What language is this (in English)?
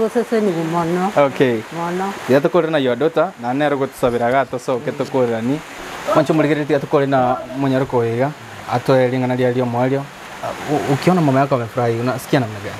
Gusii